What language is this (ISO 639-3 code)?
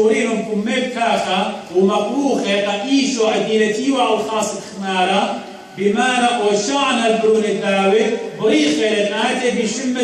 aii